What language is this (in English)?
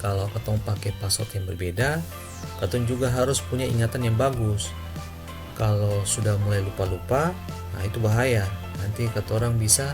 Ambonese Malay